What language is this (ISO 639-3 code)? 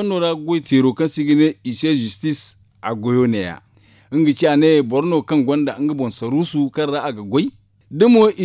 dje